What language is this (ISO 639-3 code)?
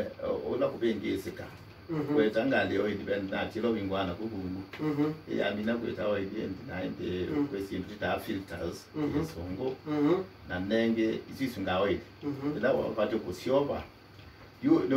kam